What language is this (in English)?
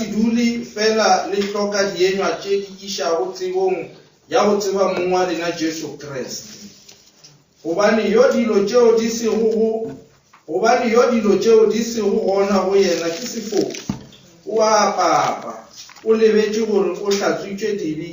Northern Sotho